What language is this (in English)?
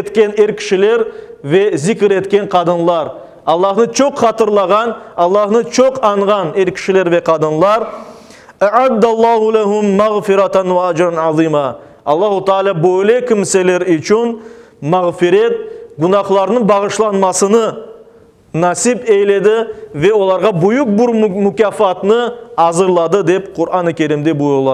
Crimean Tatar